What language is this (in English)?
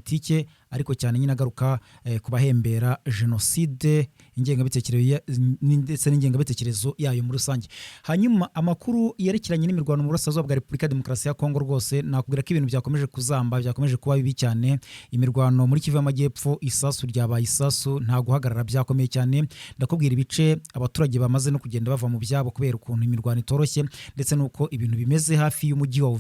Kinyarwanda